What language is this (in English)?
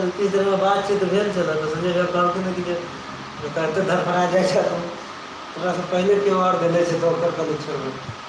Maithili